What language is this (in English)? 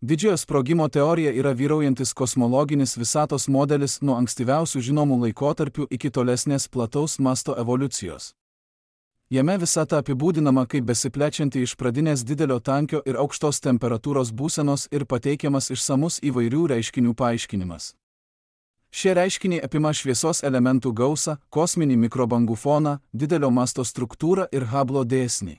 Lithuanian